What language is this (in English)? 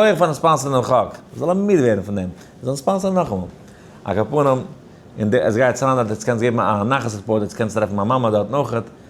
Yiddish